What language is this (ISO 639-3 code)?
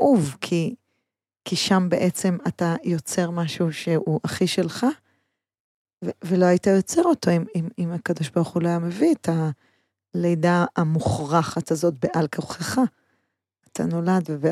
heb